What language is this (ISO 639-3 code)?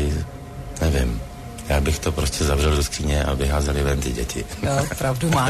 ces